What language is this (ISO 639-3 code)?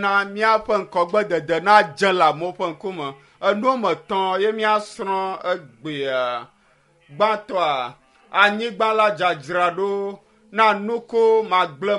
ewe